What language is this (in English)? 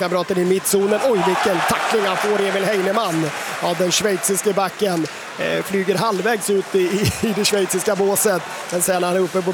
Swedish